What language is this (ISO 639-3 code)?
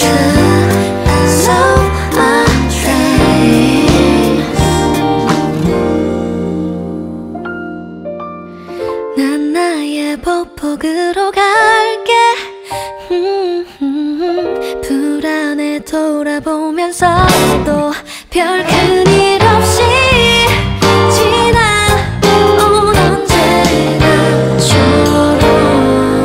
kor